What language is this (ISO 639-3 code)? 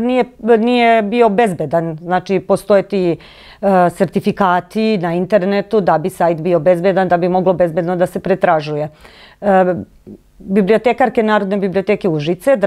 srp